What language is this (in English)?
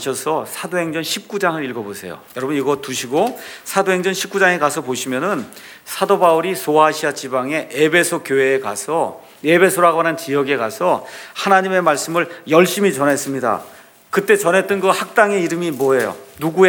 Korean